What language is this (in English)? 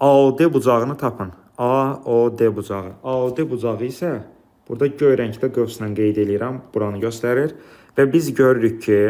Azerbaijani